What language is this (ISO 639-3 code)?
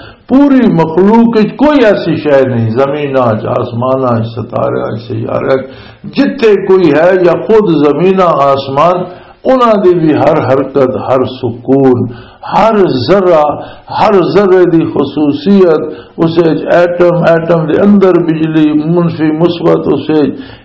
lah